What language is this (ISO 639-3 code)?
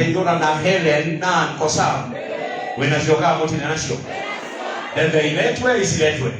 kik